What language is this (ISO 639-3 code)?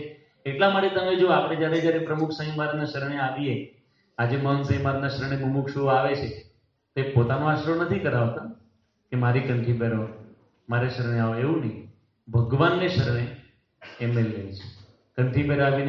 guj